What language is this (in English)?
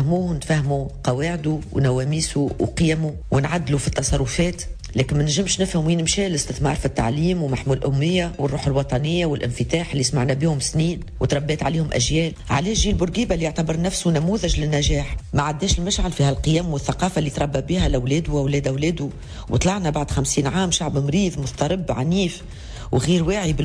Tunisian Arabic